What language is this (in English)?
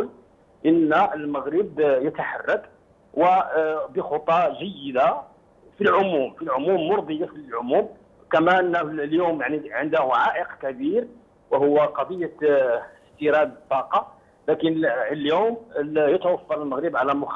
Arabic